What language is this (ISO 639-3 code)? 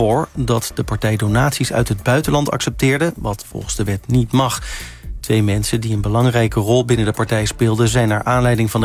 nld